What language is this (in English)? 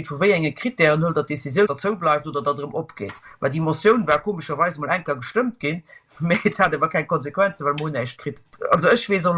Luxembourgish